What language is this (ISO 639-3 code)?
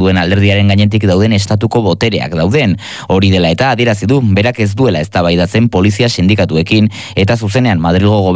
eus